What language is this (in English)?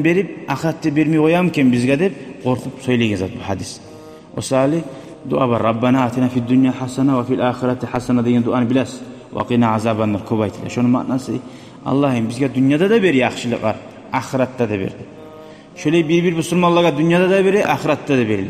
Kumyk